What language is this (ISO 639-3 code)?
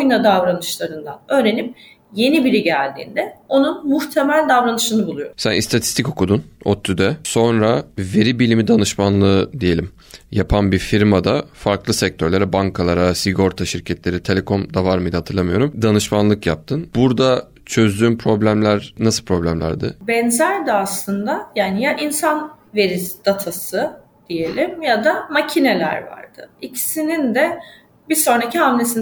tur